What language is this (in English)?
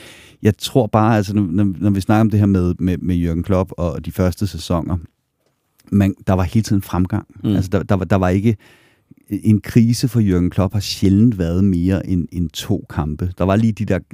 Danish